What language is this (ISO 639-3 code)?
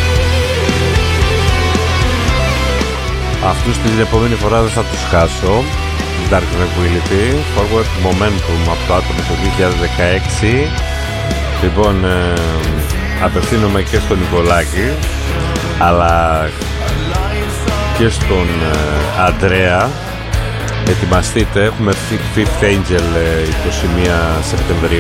ell